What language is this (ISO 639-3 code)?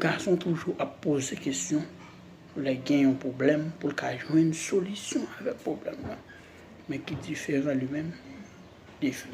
hat